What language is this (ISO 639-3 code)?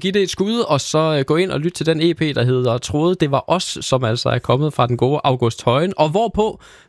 dan